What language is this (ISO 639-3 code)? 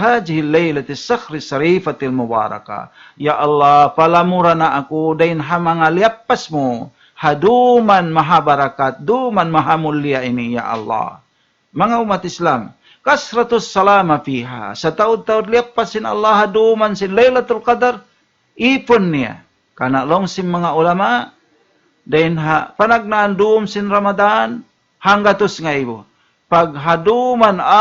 tsg